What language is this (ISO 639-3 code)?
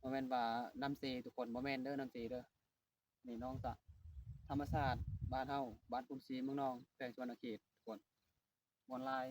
lao